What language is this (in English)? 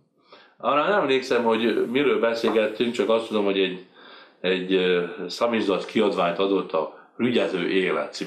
Hungarian